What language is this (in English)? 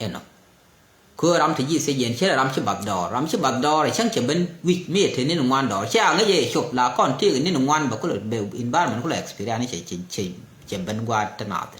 Nuer